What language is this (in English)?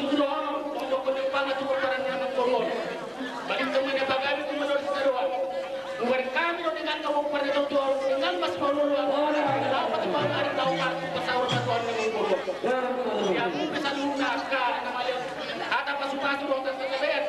Batak Toba